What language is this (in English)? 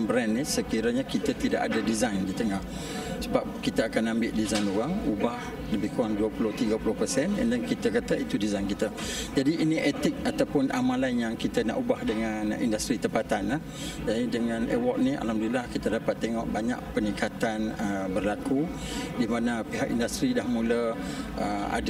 Malay